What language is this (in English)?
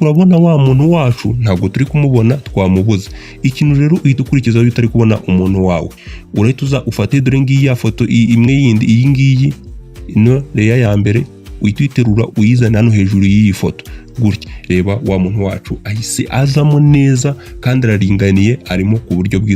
Kinyarwanda